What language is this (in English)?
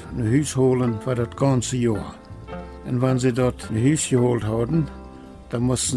Plautdietsch